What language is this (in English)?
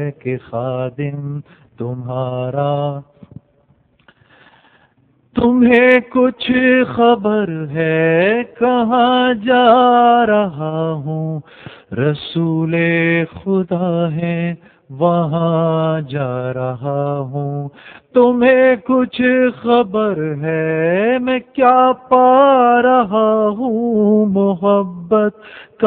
Urdu